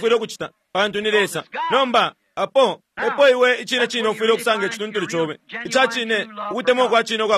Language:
Bemba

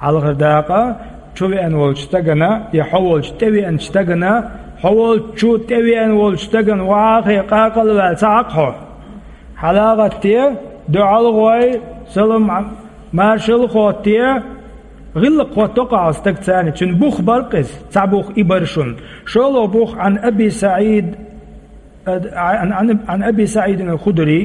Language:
Chechen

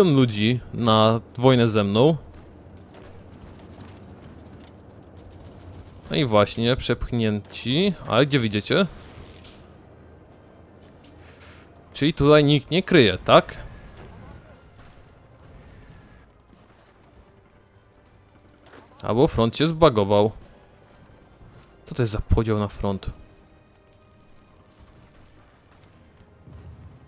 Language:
Polish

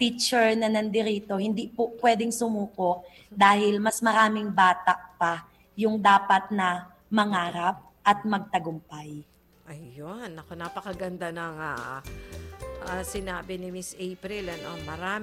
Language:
Filipino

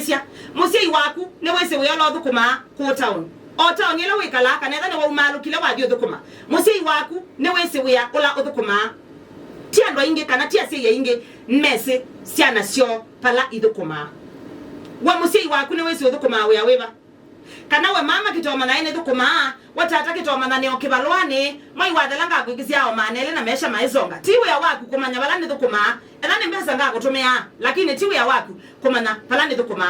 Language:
Kamba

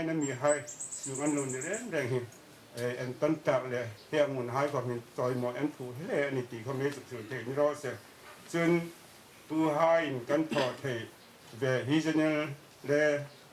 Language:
Hmar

